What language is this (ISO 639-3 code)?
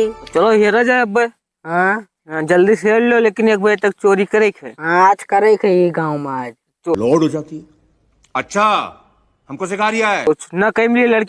awa